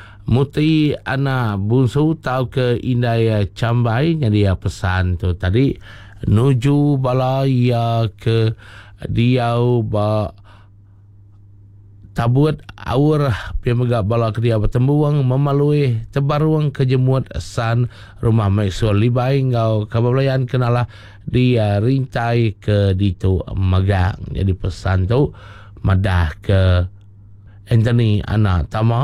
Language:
Iban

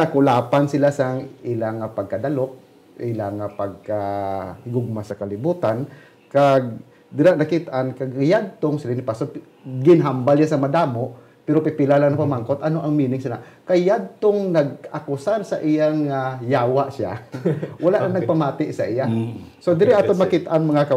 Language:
Hiligaynon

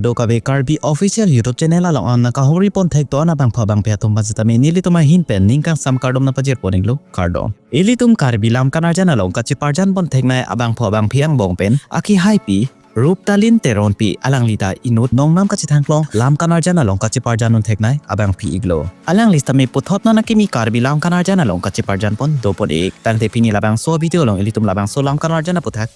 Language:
Karbi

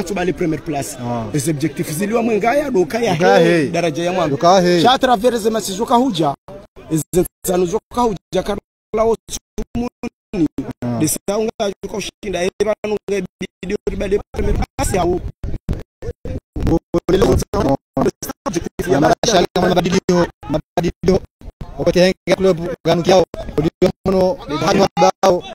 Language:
Swahili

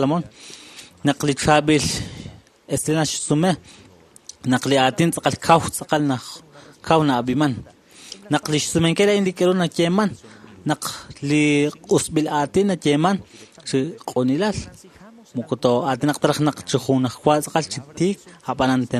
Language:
Kekchí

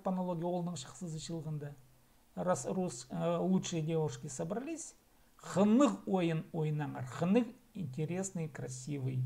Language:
Khakas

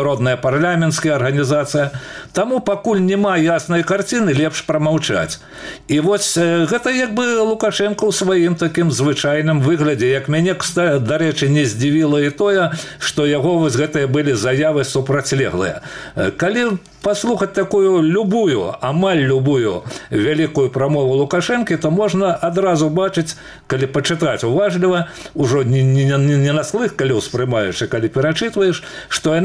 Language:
Belarusian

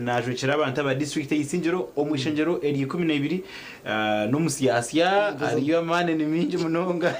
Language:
Nyankole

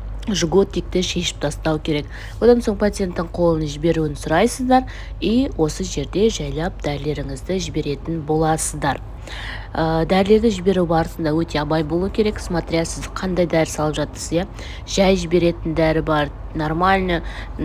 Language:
Kazakh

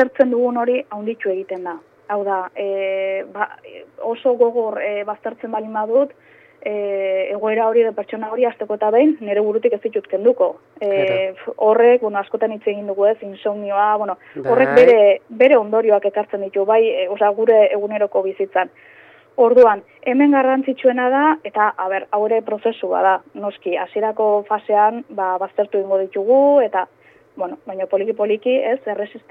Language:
Basque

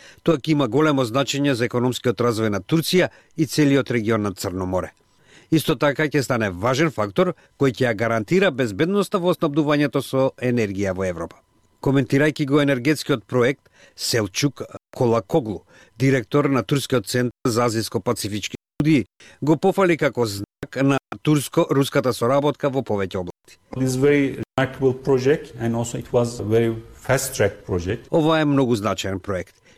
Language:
Macedonian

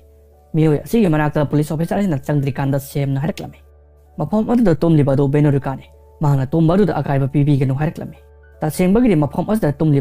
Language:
Manipuri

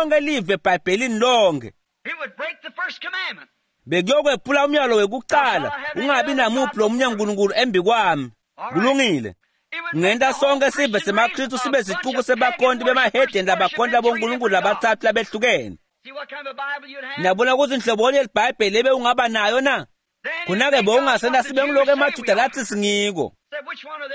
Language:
Swati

